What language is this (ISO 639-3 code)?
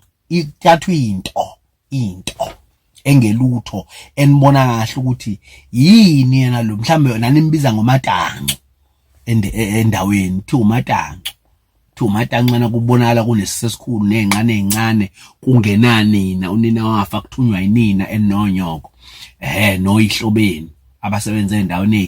zul